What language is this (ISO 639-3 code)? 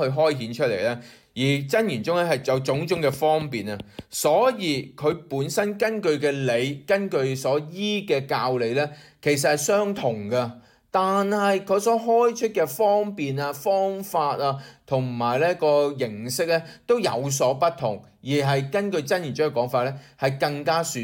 yue